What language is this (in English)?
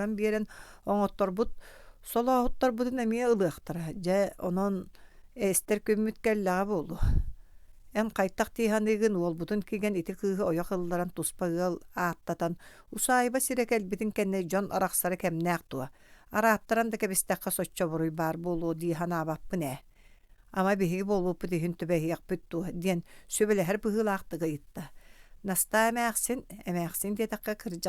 Yakut